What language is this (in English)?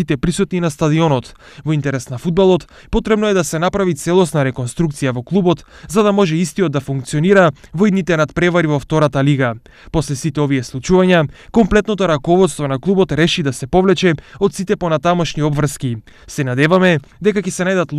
Macedonian